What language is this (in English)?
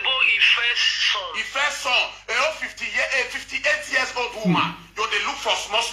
Nigerian Pidgin